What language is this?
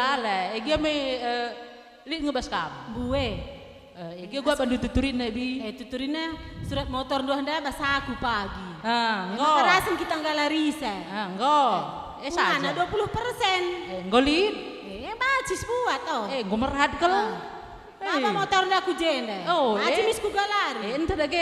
Batak Karo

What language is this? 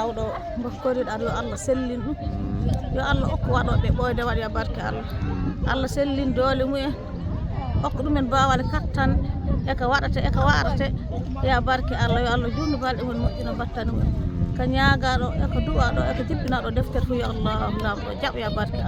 Fula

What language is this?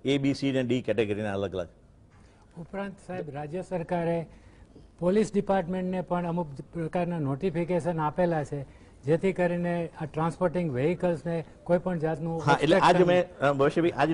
Gujarati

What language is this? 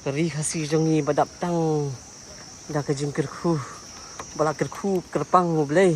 Khasi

